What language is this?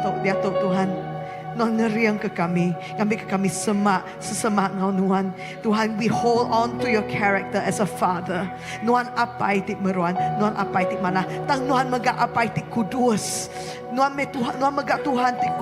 Iban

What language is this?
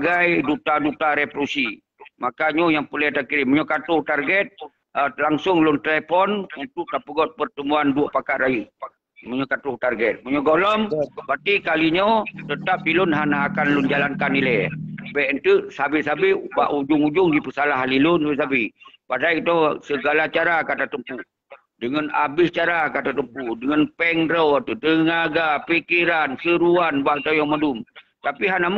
Achinese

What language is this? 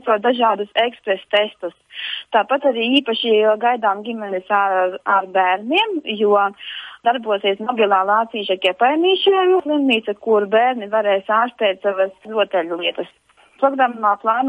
Latvian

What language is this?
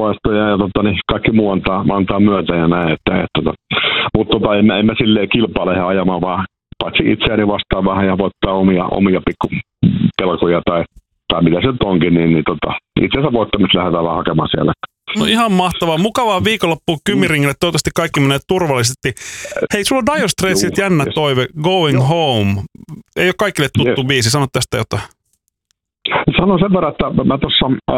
Finnish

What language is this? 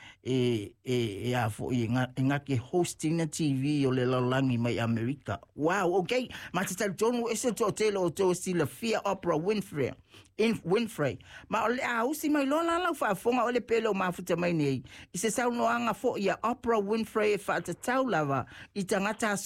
Samoan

